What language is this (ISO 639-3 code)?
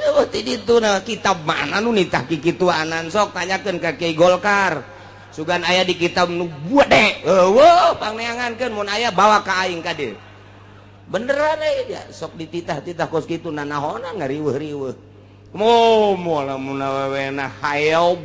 sun